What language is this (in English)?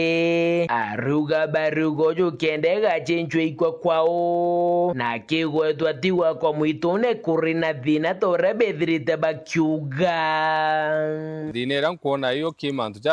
Meru